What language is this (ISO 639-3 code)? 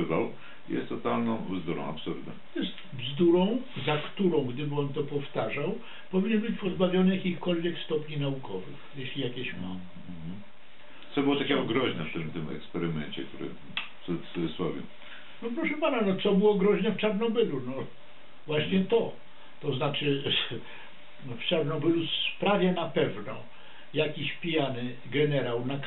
pol